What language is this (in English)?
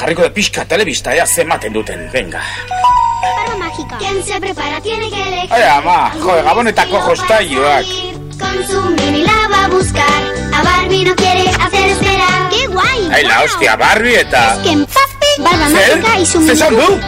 Basque